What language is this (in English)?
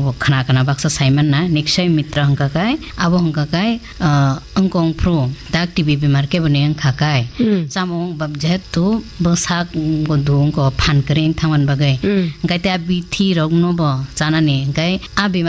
Kok Borok